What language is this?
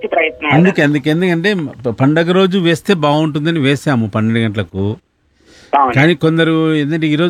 Telugu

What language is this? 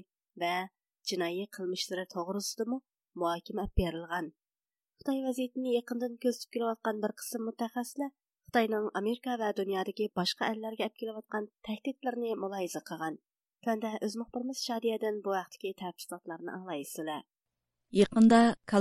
Uyghur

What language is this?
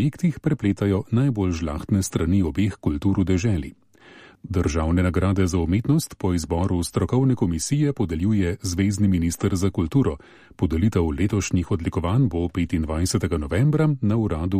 Slovenian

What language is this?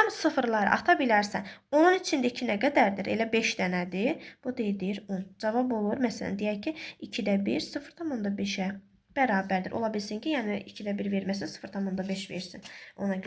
Azerbaijani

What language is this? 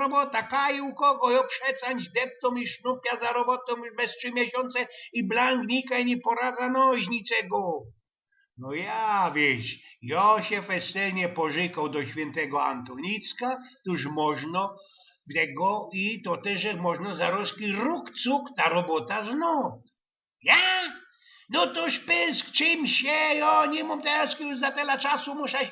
Silesian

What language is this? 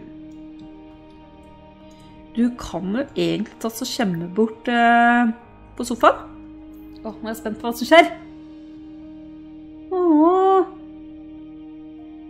Norwegian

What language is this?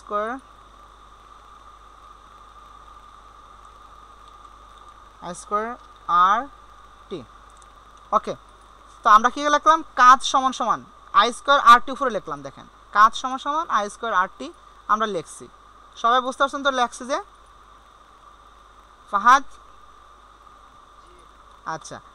Bangla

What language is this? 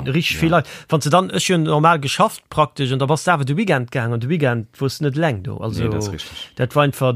Luxembourgish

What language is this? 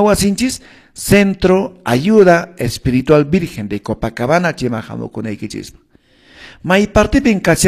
Quechua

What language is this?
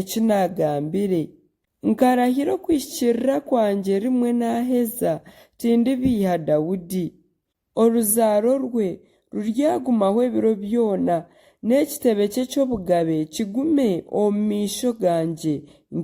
Nyankole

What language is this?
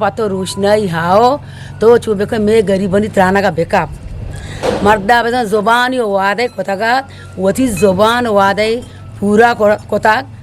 Eastern Balochi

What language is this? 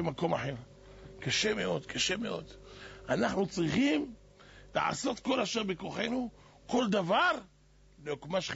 Hebrew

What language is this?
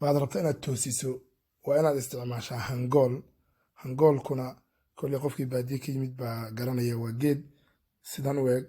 Somali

